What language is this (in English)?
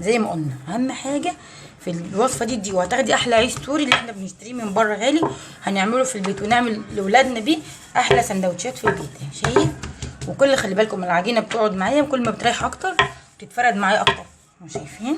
Egyptian Arabic